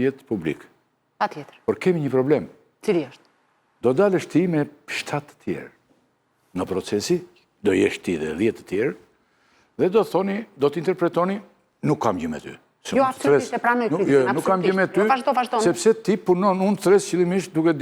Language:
Albanian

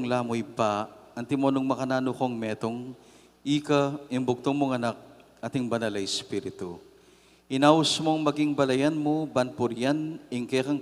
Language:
Pampanga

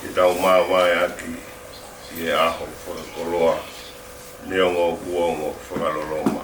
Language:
Tongan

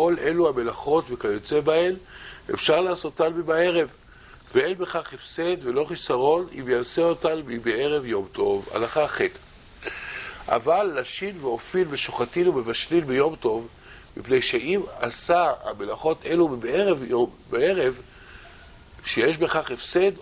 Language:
Hebrew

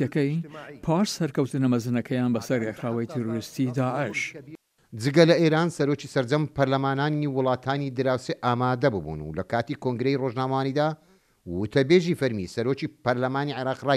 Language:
Central Kurdish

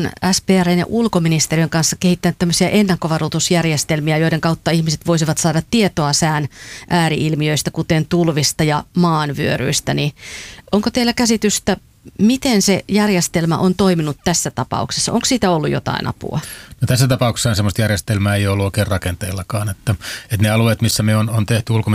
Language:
Finnish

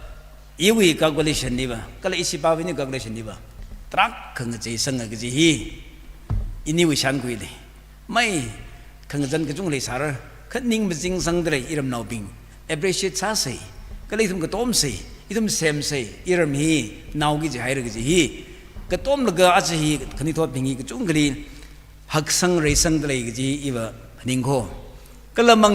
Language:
Tangkhul Naga (India)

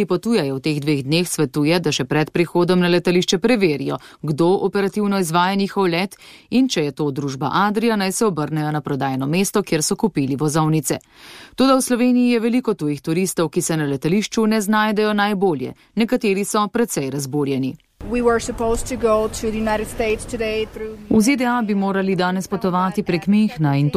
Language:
Slovenian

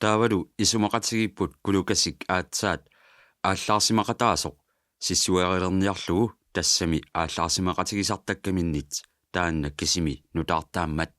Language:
Kalaallisut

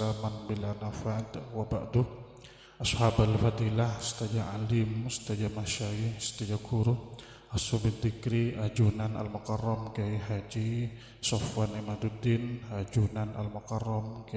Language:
Madurese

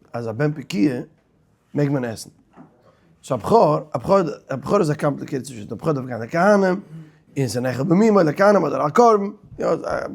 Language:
Yiddish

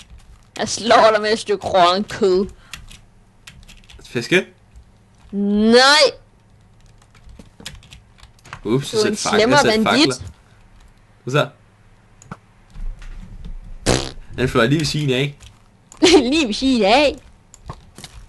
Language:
Danish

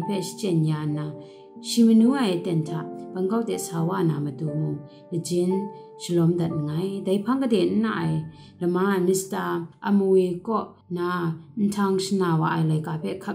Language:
Kachin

